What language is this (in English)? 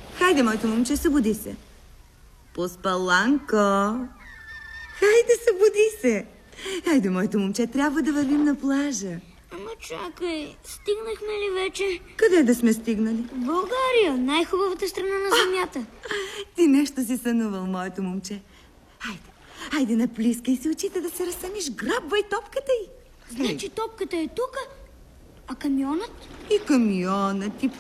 Bulgarian